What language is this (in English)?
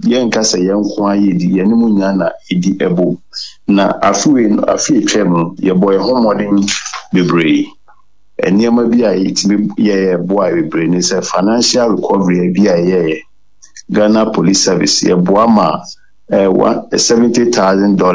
Akan